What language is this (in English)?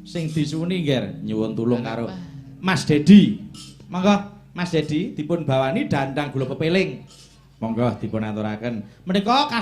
Javanese